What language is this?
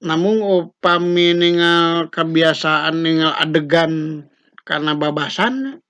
Sundanese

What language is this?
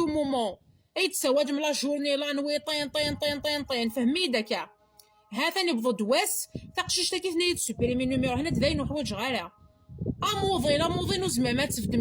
Kabyle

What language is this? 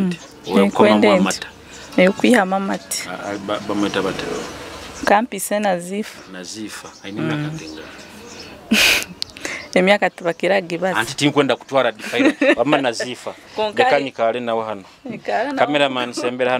Nyoro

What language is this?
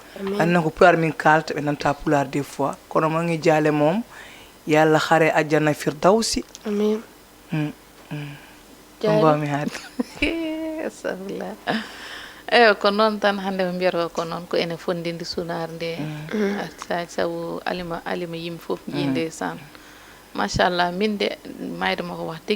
Fula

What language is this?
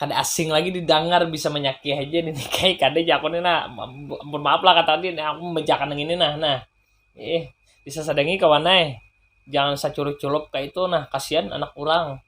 Banjar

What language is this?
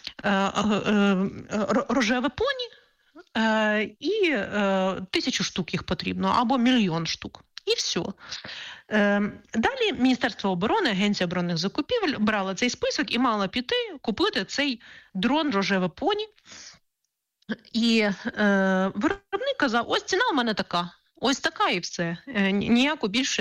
Ukrainian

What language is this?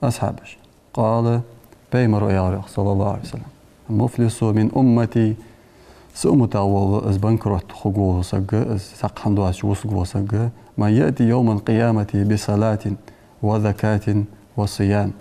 Ingush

